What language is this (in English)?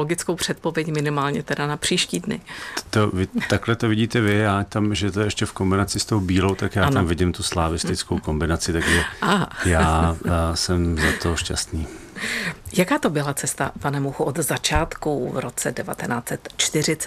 Czech